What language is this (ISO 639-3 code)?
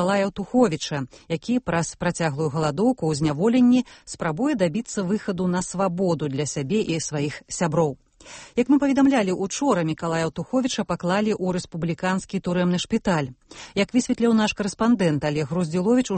bel